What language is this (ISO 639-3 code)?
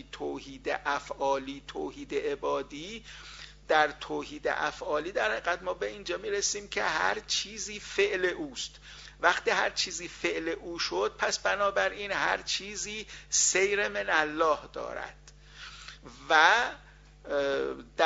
fas